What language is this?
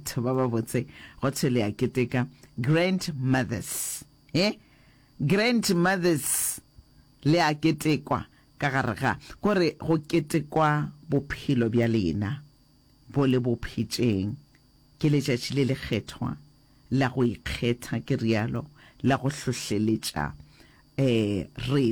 Northern Sotho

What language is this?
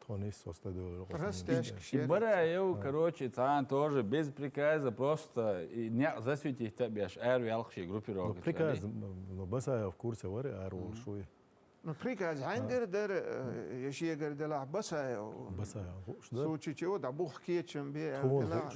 Chechen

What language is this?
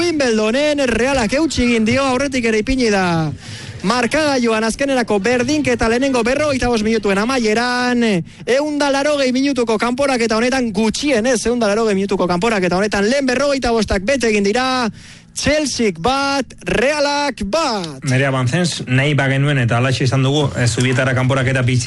Basque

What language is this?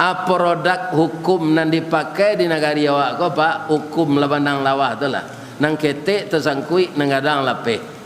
Minangkabau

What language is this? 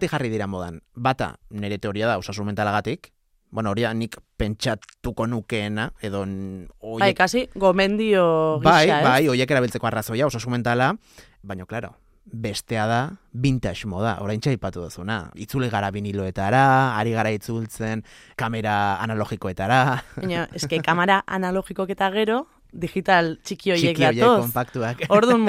Basque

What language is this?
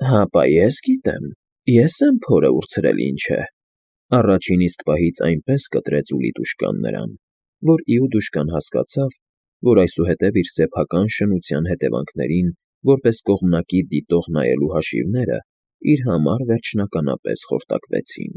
Armenian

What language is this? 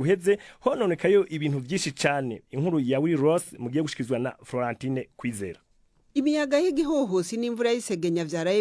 Rundi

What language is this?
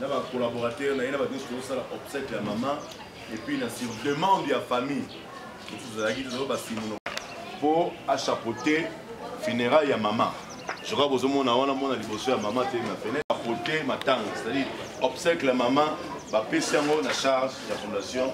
Lingala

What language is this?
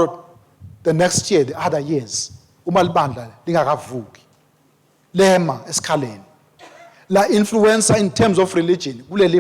Swati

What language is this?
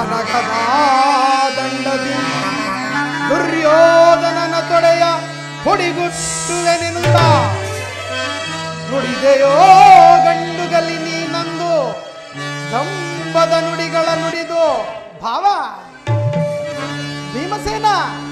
Kannada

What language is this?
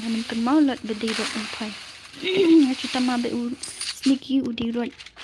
Khasi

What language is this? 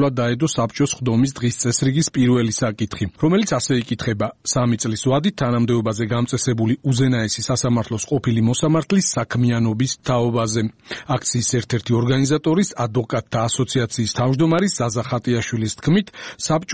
Georgian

